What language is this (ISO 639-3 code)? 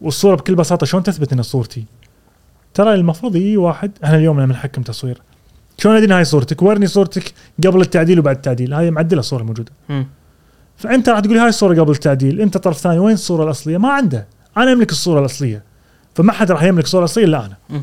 afb